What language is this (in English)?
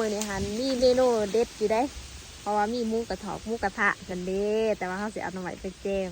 Lao